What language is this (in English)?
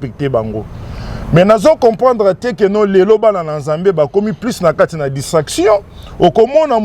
Lingala